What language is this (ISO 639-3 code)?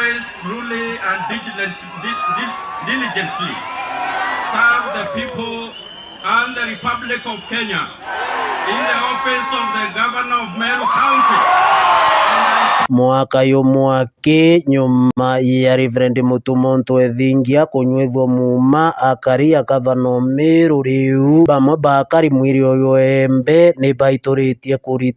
mer